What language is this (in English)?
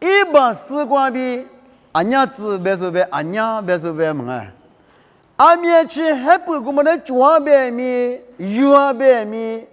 Lisu